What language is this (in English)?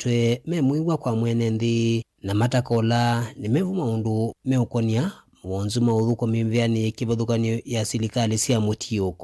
Kamba